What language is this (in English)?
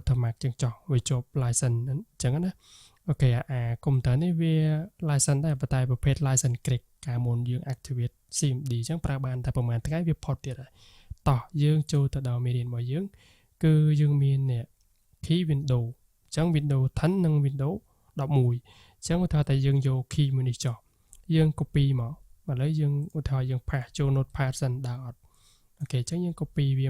Khmer